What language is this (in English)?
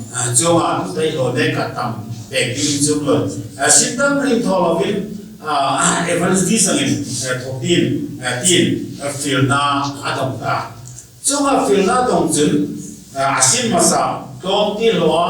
Hmar